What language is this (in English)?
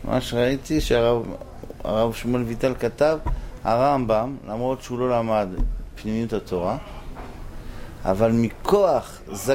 Hebrew